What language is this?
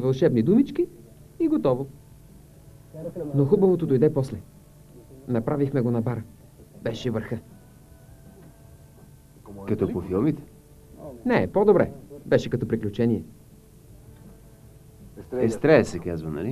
Bulgarian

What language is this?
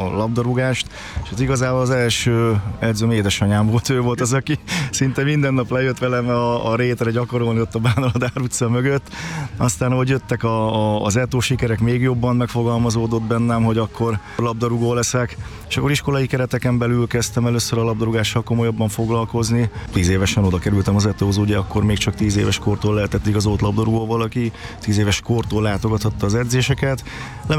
Hungarian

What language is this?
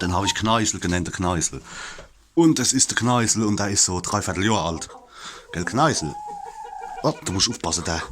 Palatine German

